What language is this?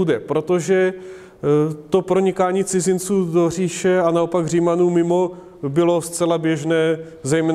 Czech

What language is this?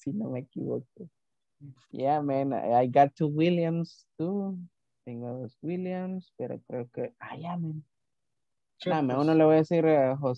Spanish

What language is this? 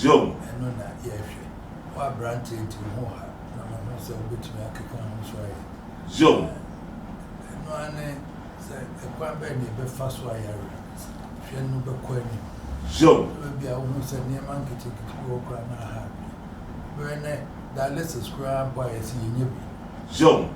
Akan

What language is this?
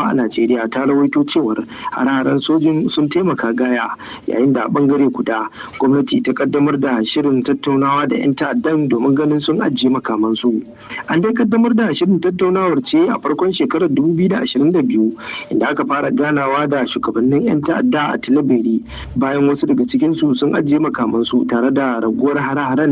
Hausa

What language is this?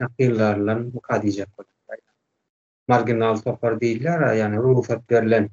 Turkmen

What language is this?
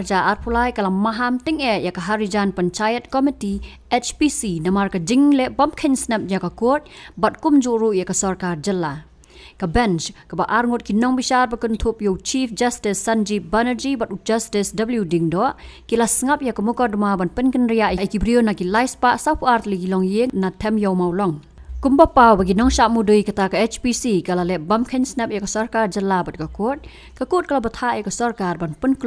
Khasi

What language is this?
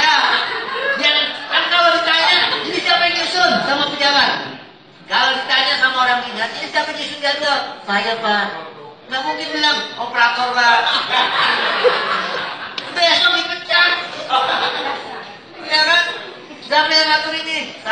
Indonesian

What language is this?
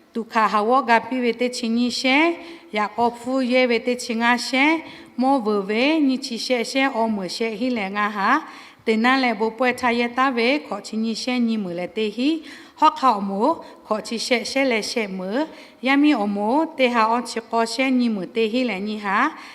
Lahu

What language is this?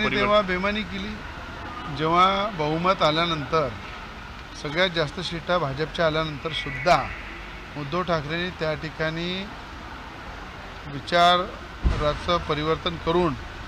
Marathi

